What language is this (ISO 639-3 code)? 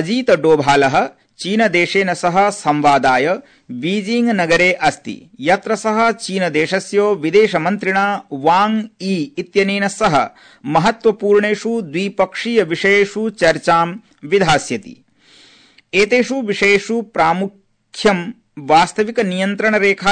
san